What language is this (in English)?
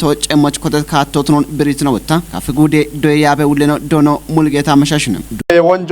Kafa